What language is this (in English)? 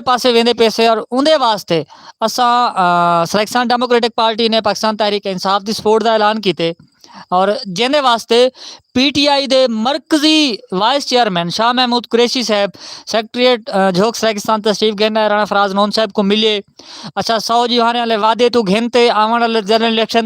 Saraiki